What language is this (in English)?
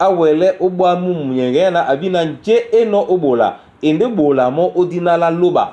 Duala